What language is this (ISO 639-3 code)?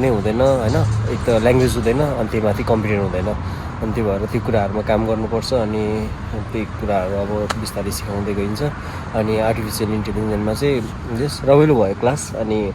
nep